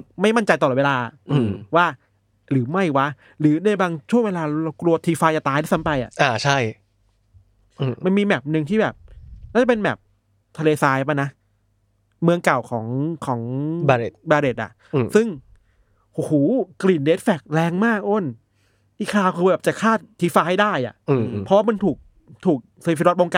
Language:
Thai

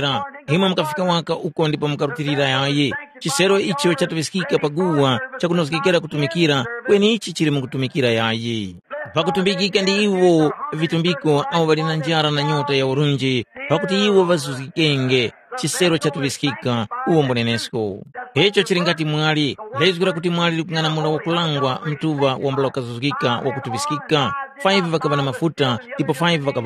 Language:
Tumbuka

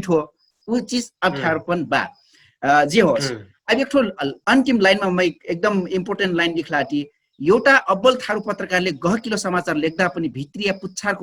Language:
Dangaura Tharu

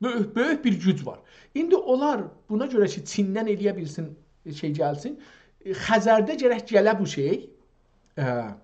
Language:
South Azerbaijani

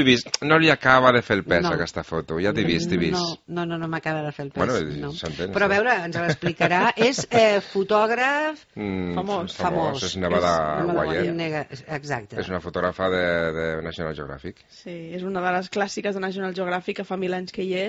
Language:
Catalan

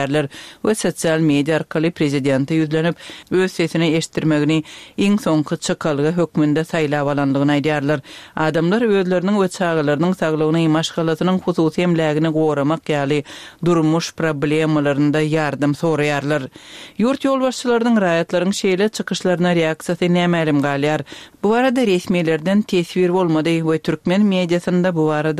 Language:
Turkmen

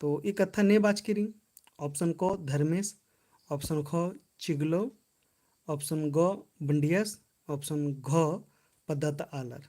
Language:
Kurukh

